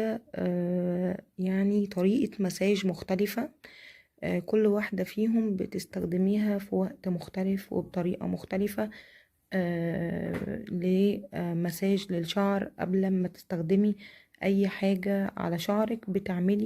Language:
Egyptian Arabic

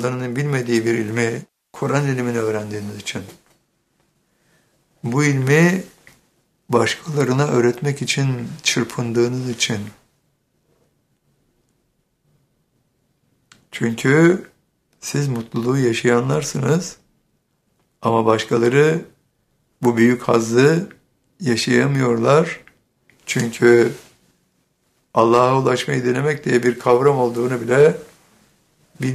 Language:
Turkish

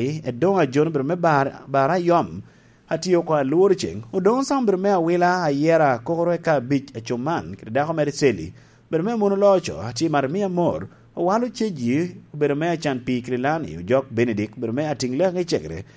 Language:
Lango (Uganda)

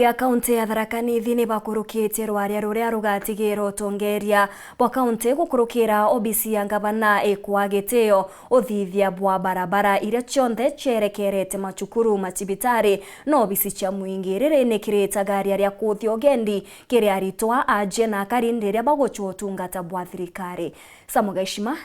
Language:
Meru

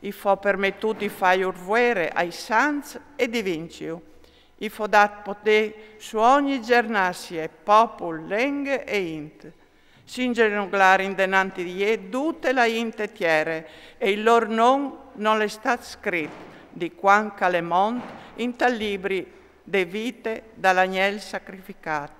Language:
Friulian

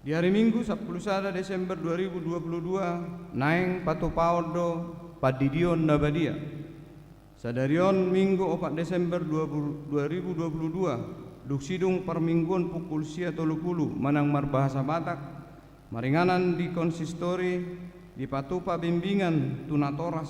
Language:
Batak Toba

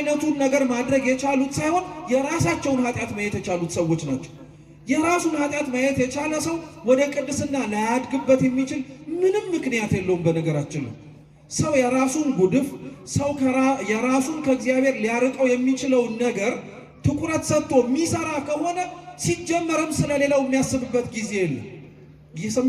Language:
Amharic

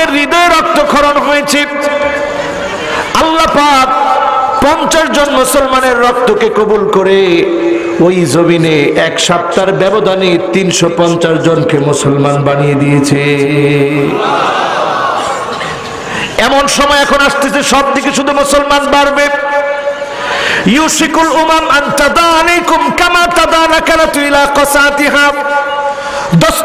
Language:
Bangla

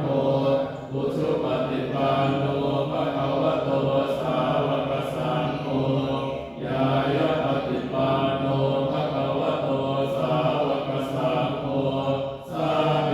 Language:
Pali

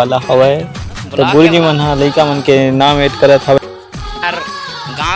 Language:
Chhattisgarhi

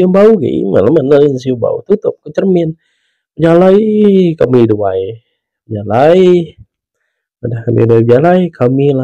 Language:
Iban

